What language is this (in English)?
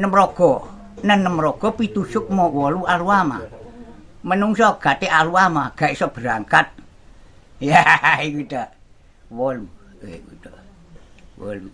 Javanese